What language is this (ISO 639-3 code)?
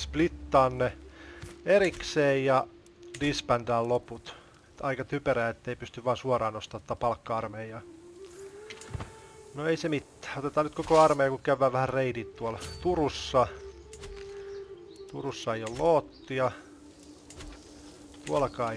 fin